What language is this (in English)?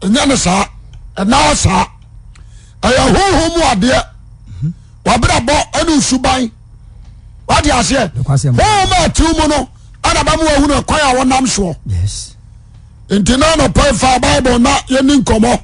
Akan